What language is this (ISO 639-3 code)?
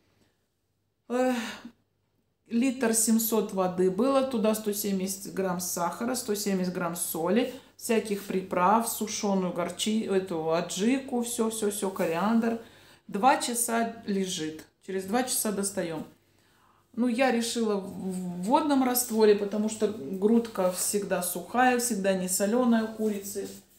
rus